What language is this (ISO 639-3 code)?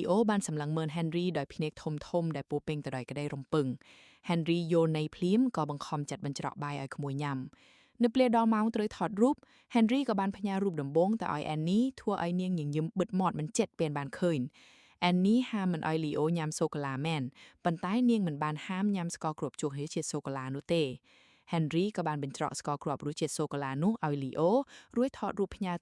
khm